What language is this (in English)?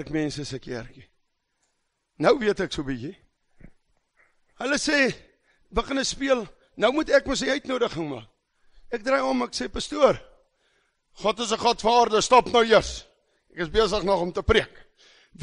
Afrikaans